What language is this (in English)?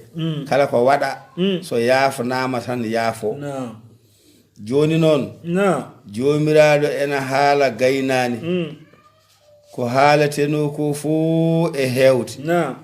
Fula